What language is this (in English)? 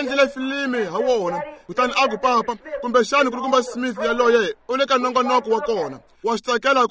Tsonga